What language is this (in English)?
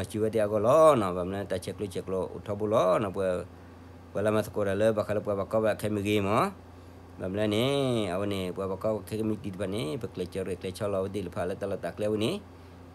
S'gaw Karen